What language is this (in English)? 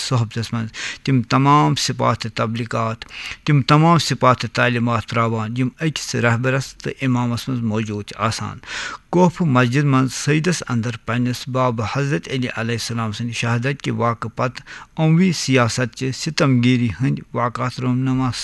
Kashmiri